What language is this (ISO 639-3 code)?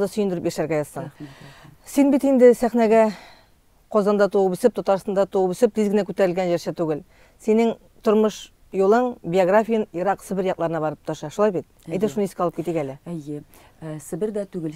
tat